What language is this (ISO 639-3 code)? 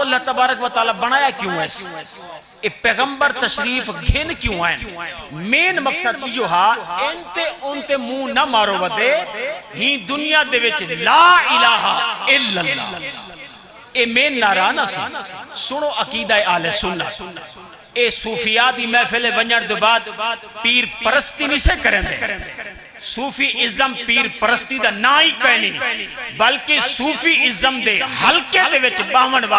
skr